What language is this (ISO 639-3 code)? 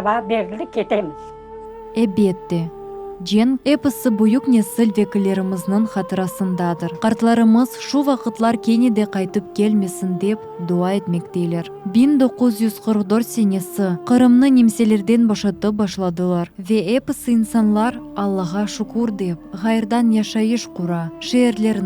crh